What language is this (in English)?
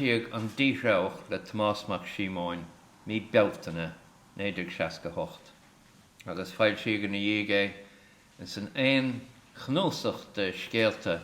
Irish